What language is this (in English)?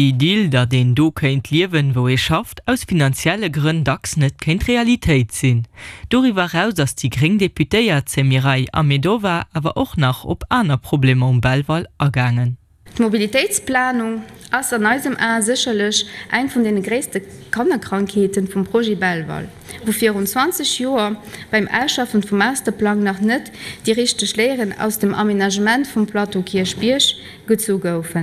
Luxembourgish